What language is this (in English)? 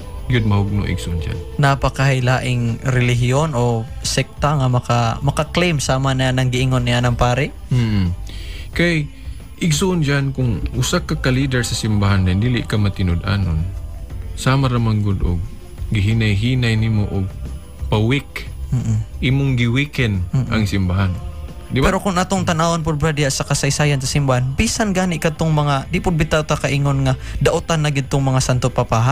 Cebuano